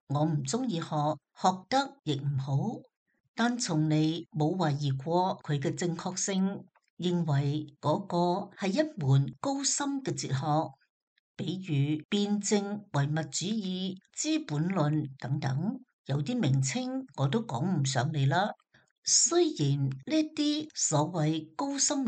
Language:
Cantonese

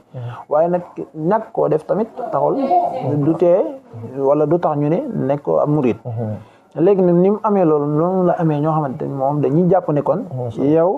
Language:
Wolof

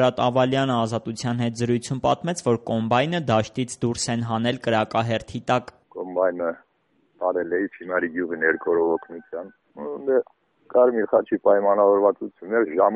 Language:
Armenian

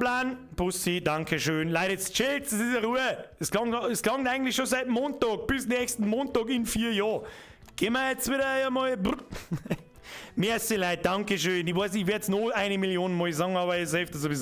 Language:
Bavarian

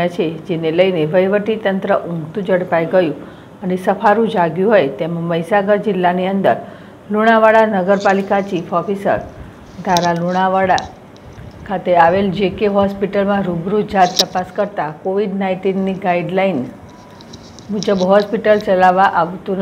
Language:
Gujarati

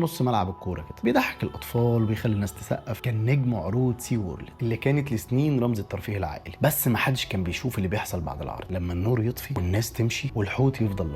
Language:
Egyptian Arabic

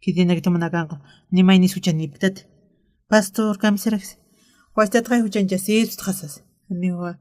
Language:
Aymara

